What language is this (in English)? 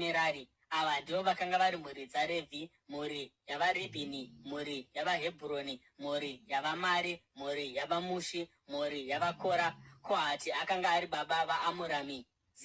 Shona